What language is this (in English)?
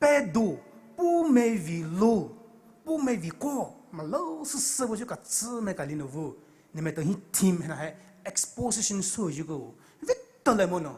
Poumei Naga